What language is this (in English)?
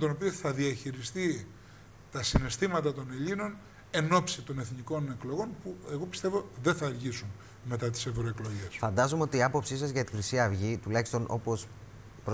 Greek